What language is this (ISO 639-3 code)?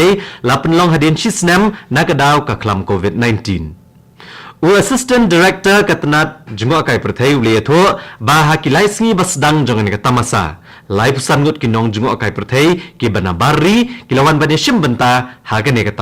kha